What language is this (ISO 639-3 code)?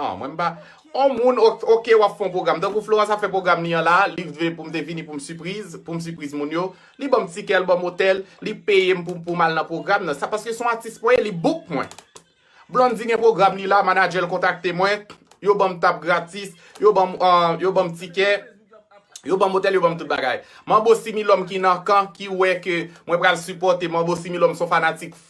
hat